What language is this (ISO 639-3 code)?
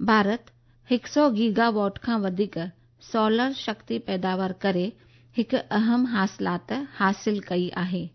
snd